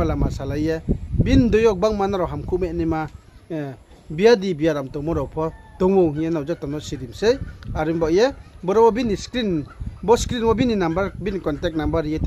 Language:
Riang (India)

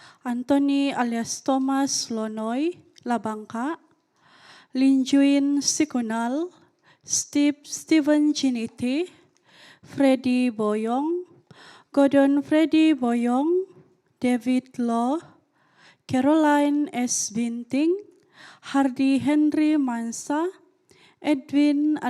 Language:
Central Dusun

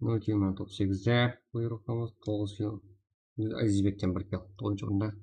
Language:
Kara-Kalpak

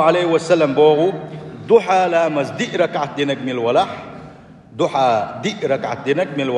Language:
Chechen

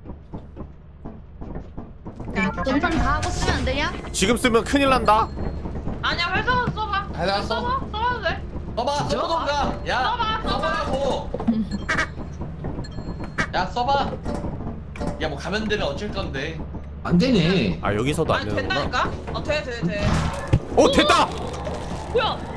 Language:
Korean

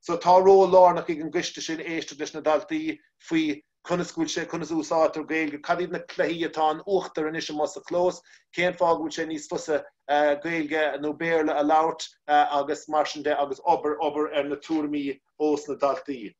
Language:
Irish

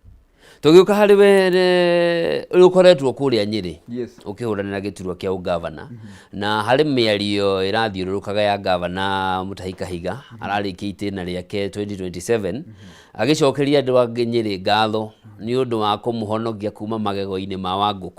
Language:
Kikuyu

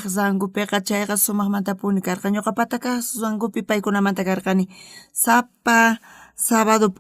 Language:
South Bolivian Quechua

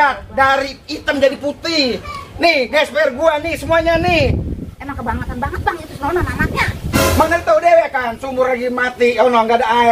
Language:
Betawi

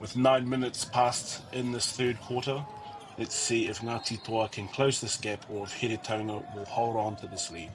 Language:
Māori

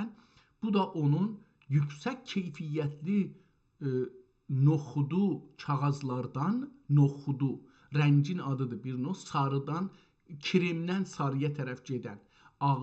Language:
South Azerbaijani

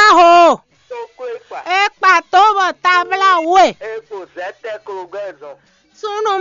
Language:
Fon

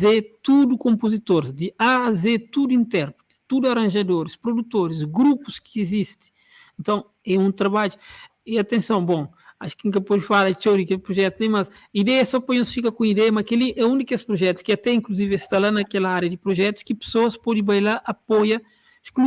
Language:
Kabuverdianu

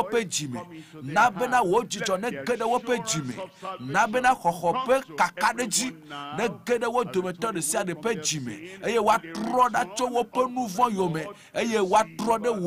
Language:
Ewe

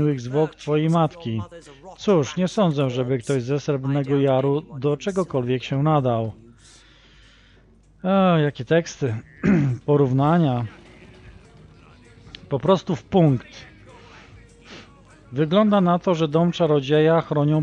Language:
Polish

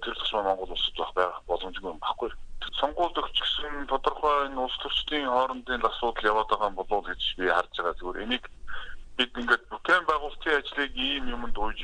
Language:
Mongolian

